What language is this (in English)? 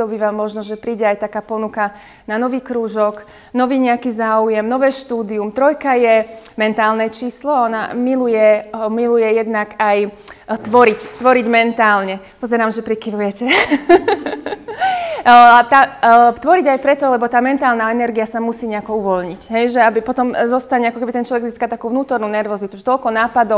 Slovak